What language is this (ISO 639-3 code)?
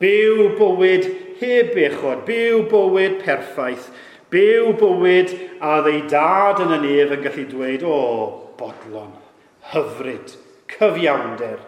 cym